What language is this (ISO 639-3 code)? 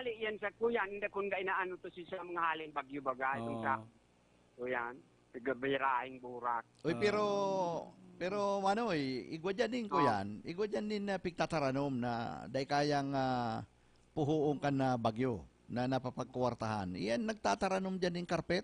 bik